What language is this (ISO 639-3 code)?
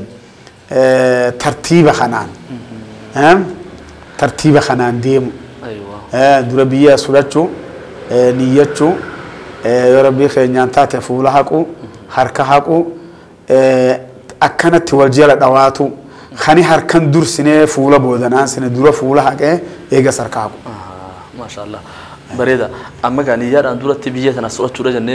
orm